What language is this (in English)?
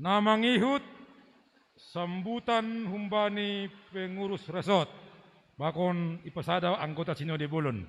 Batak Simalungun